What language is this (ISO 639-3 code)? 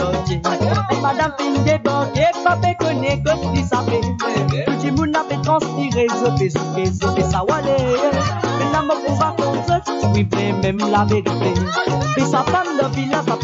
mfe